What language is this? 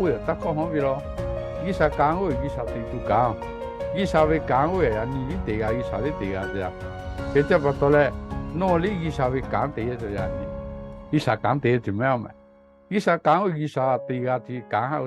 Lahu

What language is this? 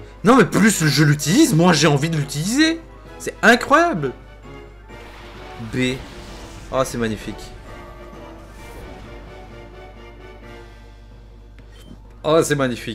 French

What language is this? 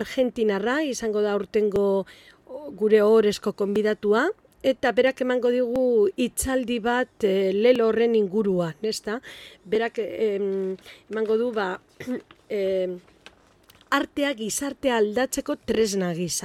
Basque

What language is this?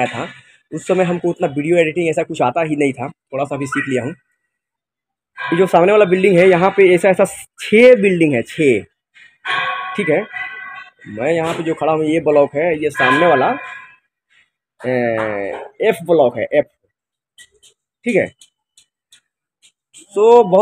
Hindi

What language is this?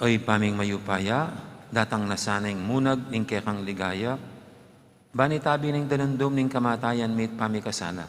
Pampanga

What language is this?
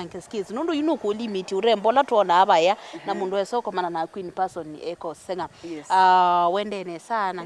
Kamba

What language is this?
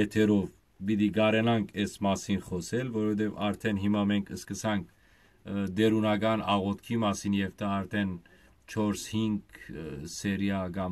Western Armenian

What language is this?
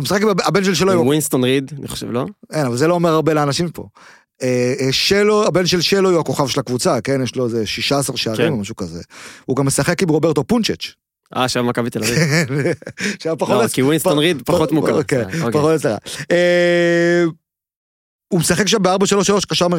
Hebrew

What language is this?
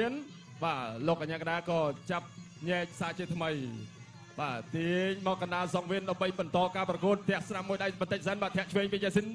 Khmer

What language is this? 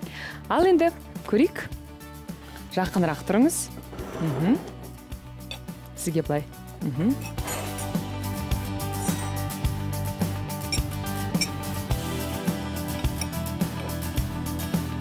Kazakh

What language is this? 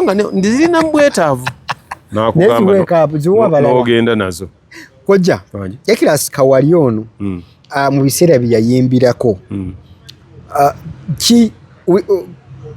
Ganda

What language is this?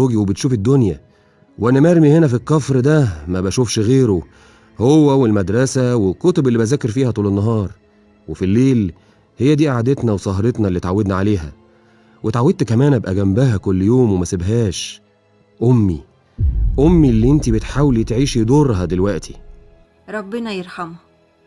Egyptian Arabic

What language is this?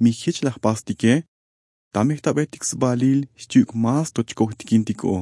Tzotzil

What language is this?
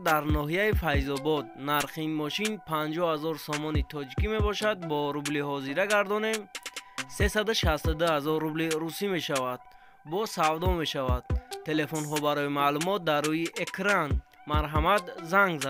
Tajik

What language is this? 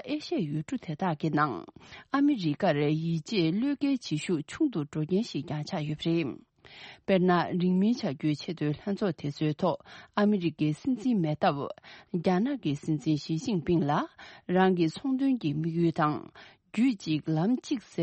Tibetan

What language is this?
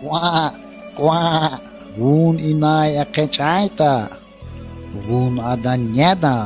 Lezghian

